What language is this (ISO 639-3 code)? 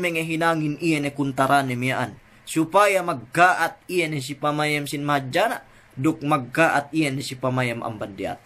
yka